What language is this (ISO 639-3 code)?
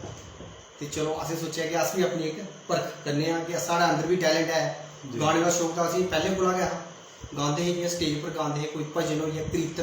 doi